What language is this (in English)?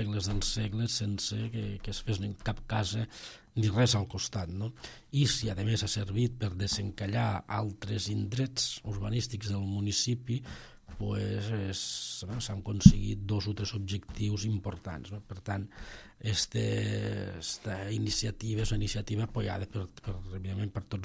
Catalan